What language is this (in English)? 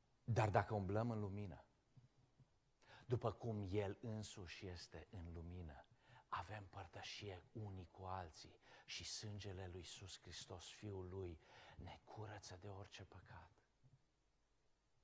Romanian